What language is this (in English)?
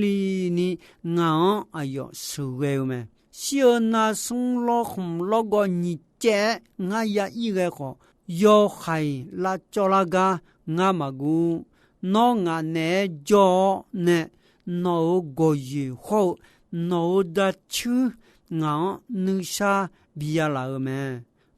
Akha